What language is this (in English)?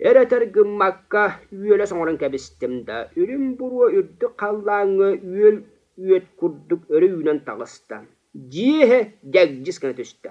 Yakut